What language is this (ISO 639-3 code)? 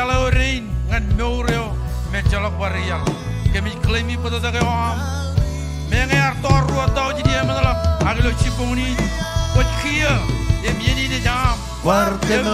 mah